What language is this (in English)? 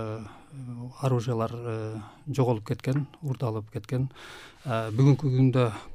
Kyrgyz